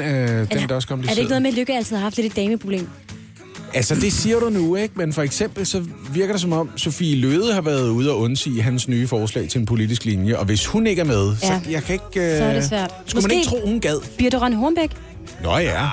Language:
Danish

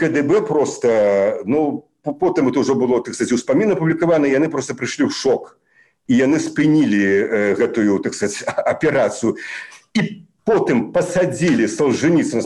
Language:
Belarusian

